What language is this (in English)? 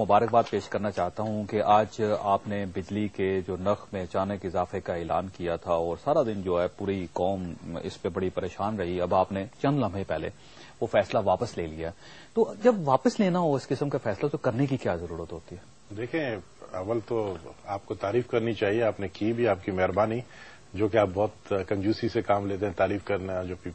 Urdu